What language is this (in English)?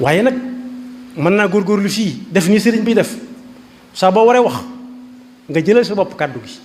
Wolof